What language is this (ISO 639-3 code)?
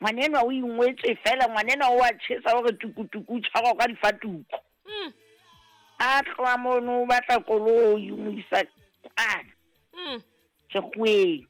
sot